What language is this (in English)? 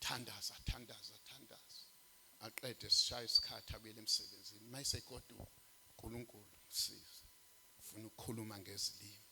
Zulu